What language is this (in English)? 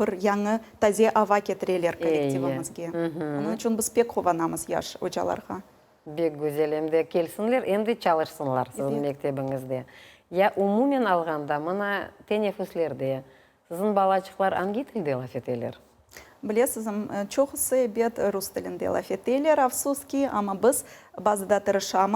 Crimean Tatar